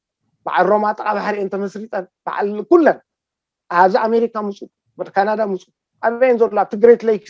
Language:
Tigrinya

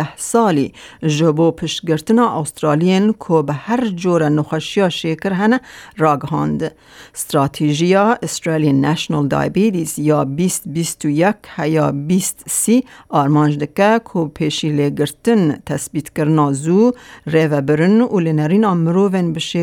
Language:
Kurdish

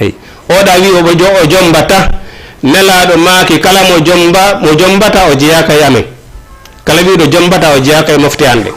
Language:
Fula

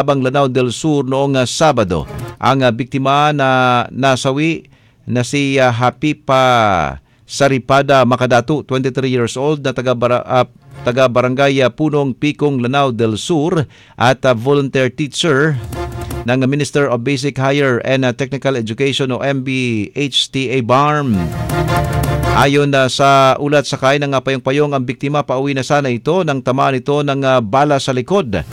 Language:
Filipino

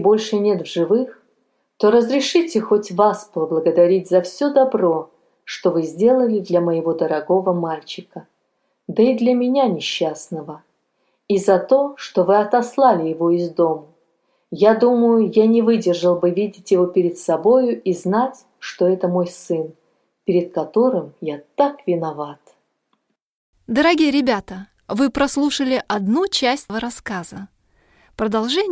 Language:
Russian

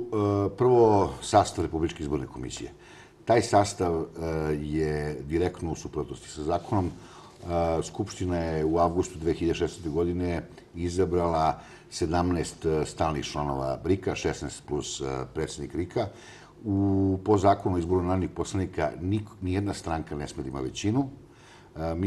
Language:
Serbian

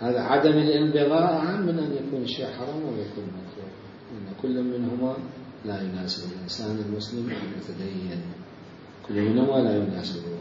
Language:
Mesopotamian Arabic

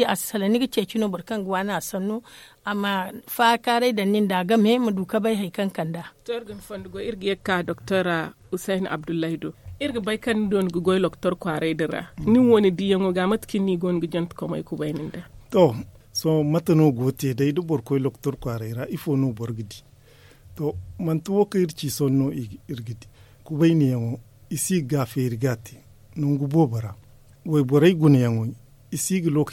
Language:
Zarma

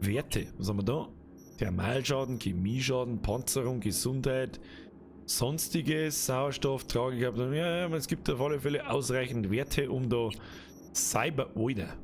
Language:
Bavarian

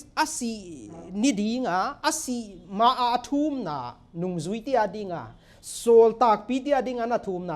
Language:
Paite Chin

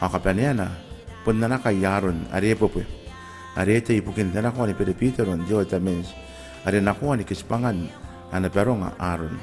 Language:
Gilbertese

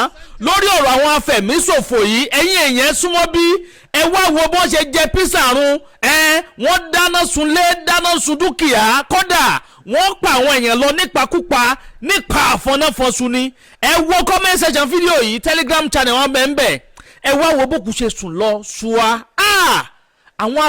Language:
Yoruba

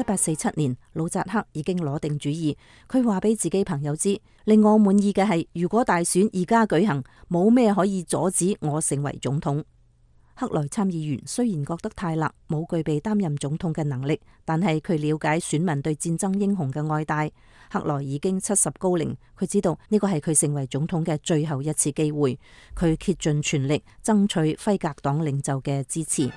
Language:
Cantonese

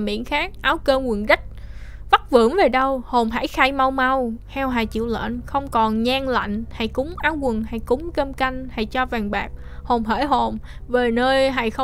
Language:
Vietnamese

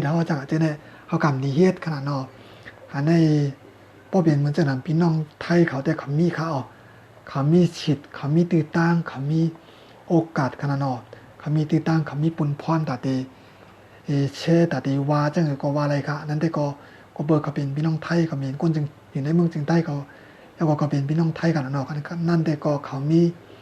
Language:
Shan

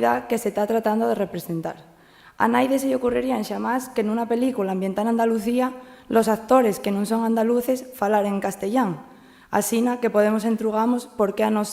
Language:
Asturian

